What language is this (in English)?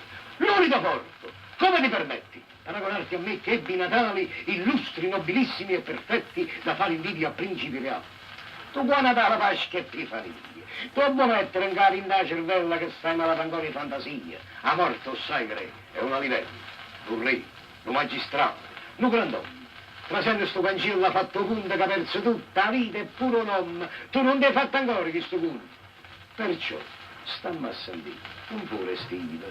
Neapolitan